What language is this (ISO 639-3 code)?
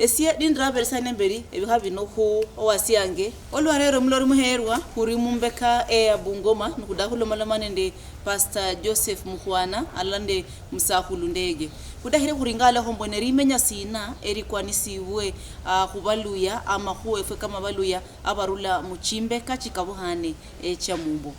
luy